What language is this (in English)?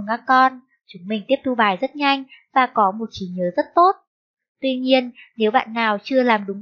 Vietnamese